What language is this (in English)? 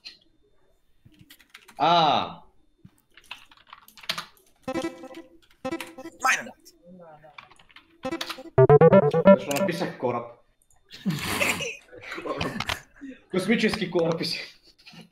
Bulgarian